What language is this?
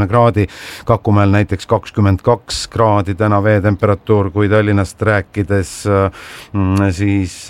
Estonian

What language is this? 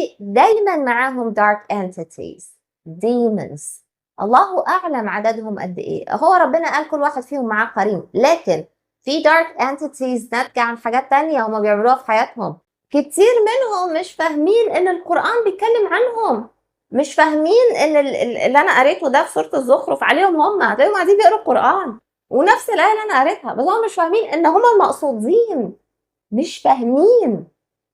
Egyptian Arabic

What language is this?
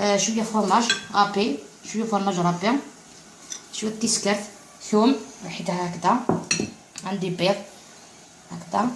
Algerian Arabic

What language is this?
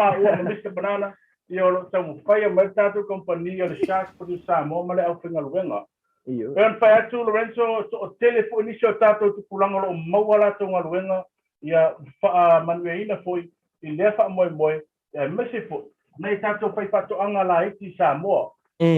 Samoan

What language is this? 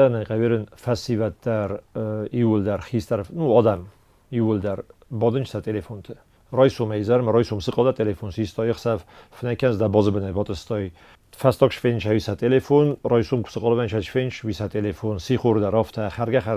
Ossetic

